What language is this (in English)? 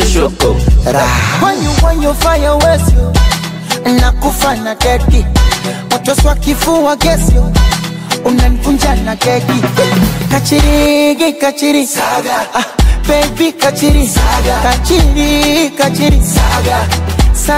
Swahili